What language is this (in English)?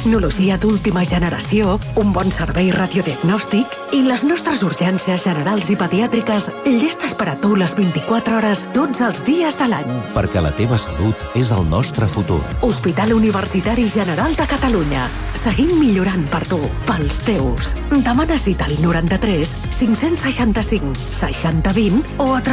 Catalan